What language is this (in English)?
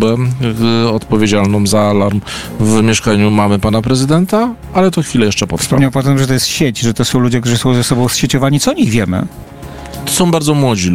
Polish